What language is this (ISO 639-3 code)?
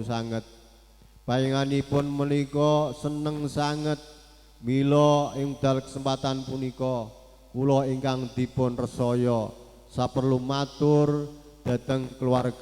jav